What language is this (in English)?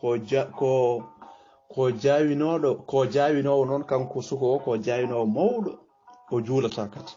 Fula